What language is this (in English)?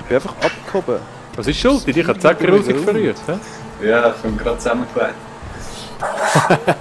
Swiss German